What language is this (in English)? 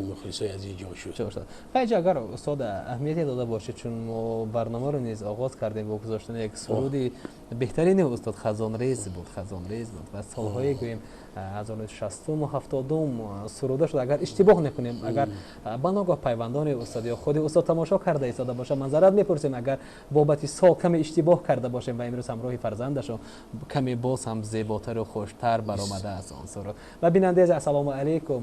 Tajik